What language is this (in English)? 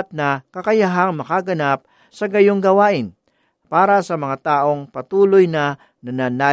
Filipino